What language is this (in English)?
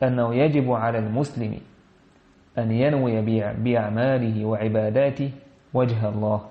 Chechen